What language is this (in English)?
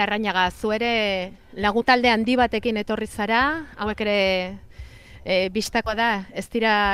Basque